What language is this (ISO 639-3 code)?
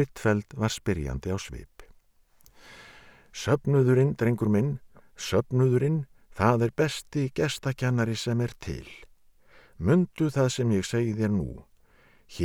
isl